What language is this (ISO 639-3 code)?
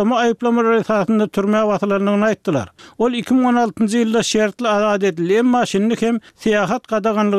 tuk